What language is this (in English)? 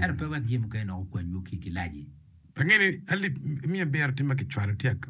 Acoli